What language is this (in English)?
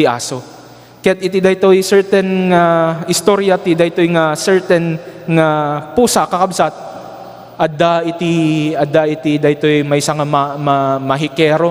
Iloko